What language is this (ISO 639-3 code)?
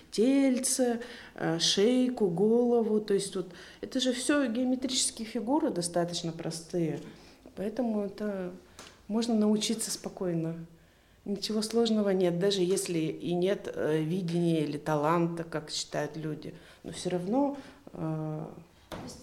rus